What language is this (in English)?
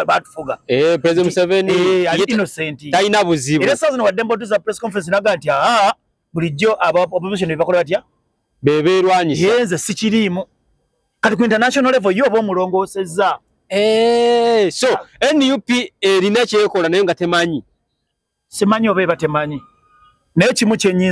Ganda